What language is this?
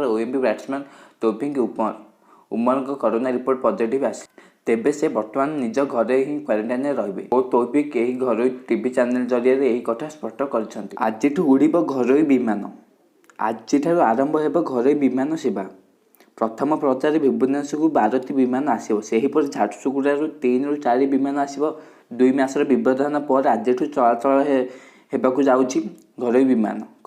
Odia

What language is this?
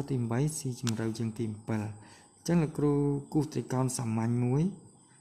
Khmer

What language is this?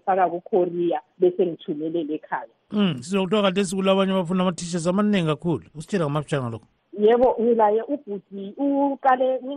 North Ndebele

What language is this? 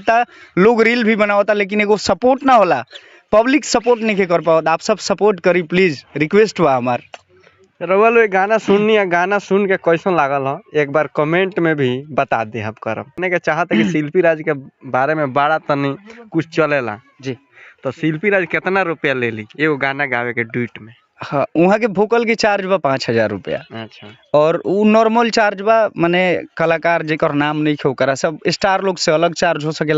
Bhojpuri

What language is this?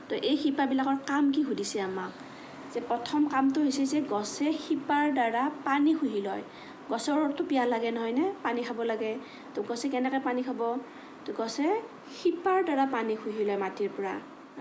Assamese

